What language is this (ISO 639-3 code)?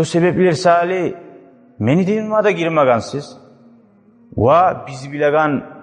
kum